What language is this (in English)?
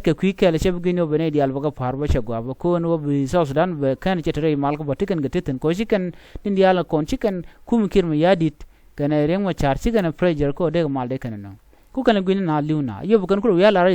Nuer